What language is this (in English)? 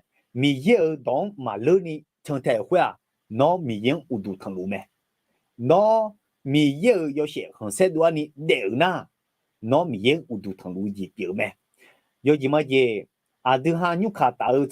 Akha